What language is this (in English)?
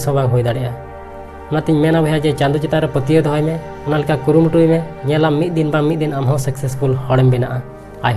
Santali